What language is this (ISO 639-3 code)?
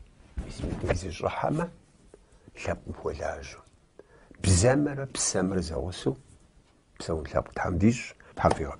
kbd